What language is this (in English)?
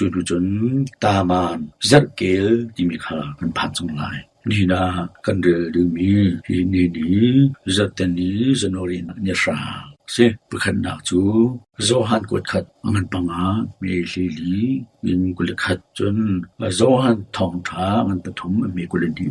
Hakha Chin